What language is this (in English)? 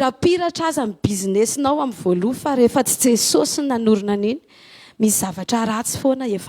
Malagasy